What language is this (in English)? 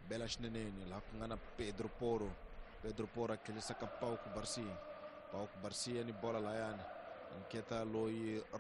Tsonga